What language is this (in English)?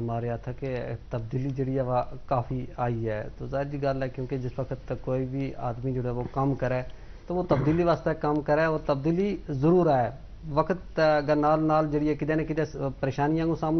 Gujari